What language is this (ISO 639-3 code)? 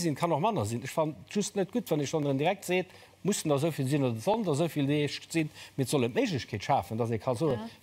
ltz